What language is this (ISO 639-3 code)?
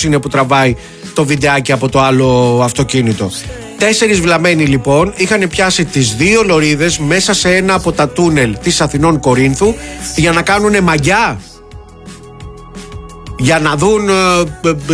ell